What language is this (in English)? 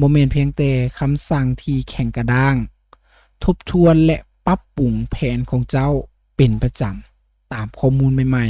Lao